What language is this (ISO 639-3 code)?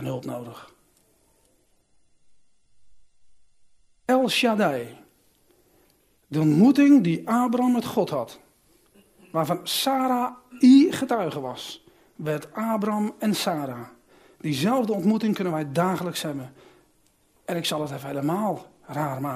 nld